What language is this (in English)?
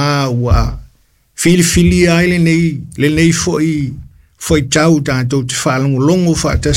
Samoan